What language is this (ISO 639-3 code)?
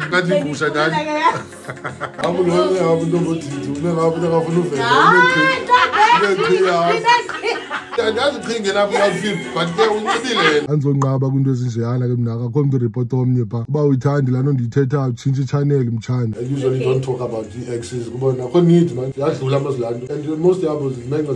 xho